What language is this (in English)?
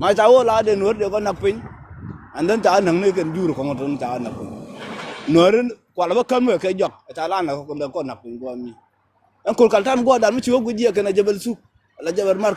Nuer